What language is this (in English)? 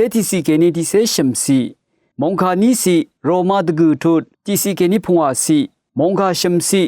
Rawang